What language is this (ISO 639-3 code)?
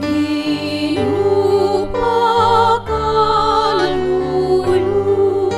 pam